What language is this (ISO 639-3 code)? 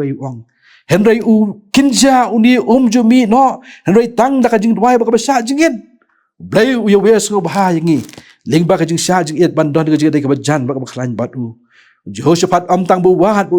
kha